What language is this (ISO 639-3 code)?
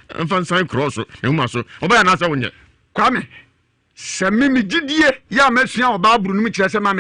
aka